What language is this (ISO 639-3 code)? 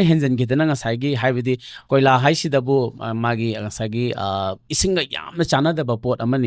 mni